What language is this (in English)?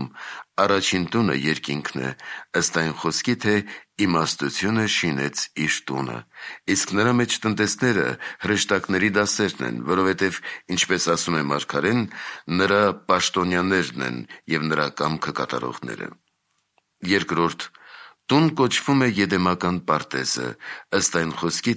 Armenian